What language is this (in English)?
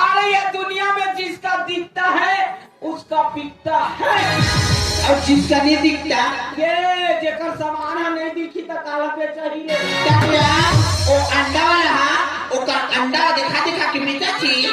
Chhattisgarhi